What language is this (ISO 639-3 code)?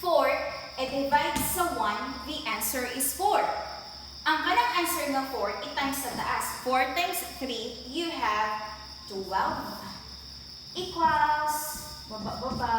ceb